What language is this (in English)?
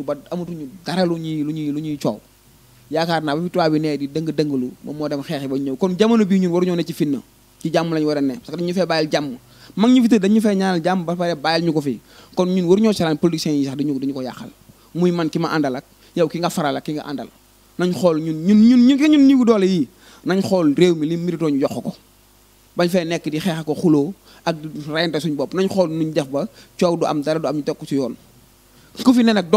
Wolof